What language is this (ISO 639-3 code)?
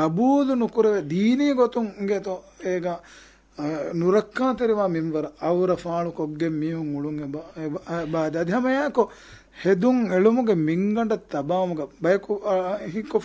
div